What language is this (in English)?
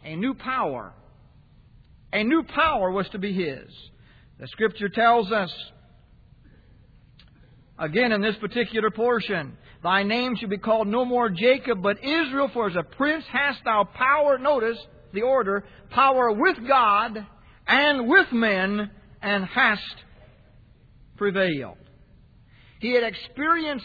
English